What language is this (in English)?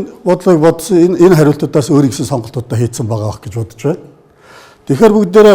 Mongolian